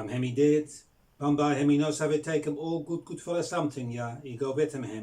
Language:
Bislama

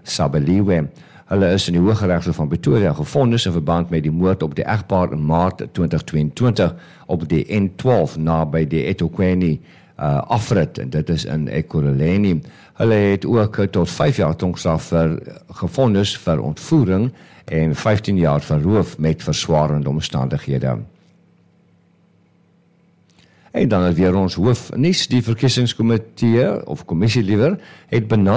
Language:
Afrikaans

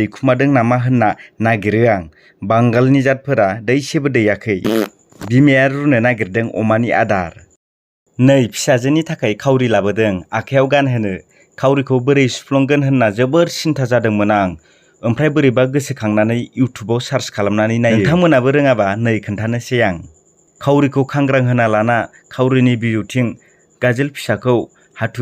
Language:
Bodo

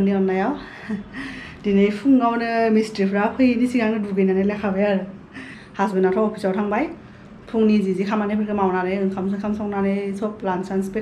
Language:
Bodo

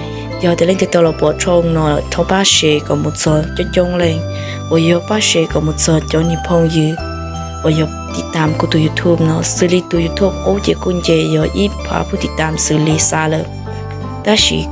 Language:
Hmong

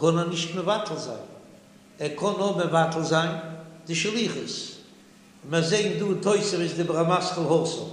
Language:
Yiddish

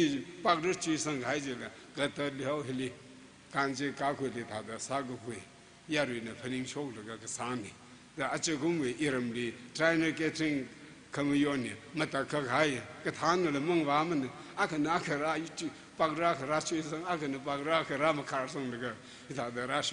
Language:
Tangkhul Naga (India)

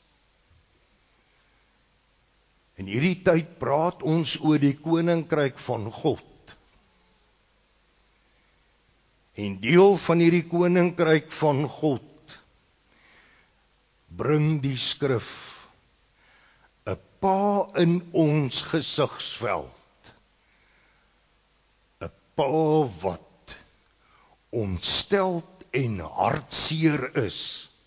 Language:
Afrikaans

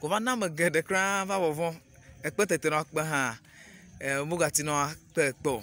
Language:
Ewe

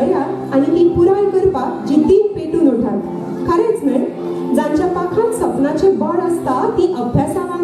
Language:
Konkani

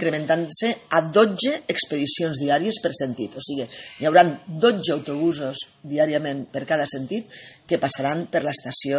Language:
Catalan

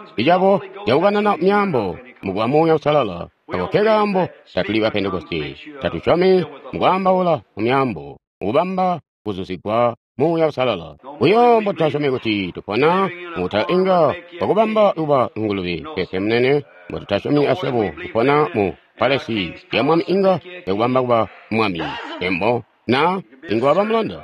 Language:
Tonga (Zambia)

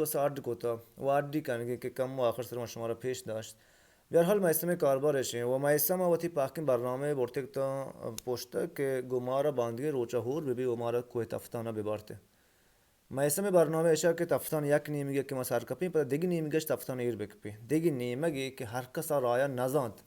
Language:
Baluchi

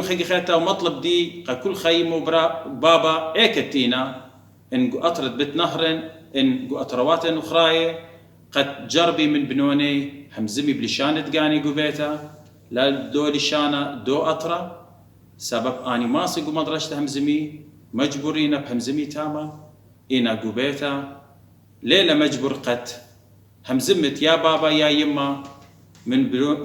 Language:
Assyrian Neo-Aramaic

